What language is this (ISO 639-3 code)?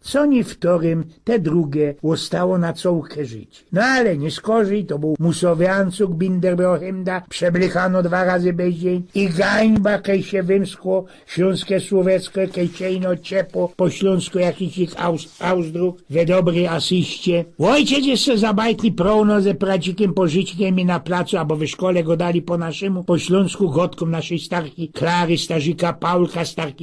szl